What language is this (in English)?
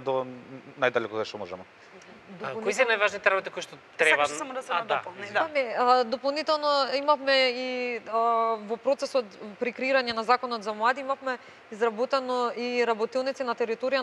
Macedonian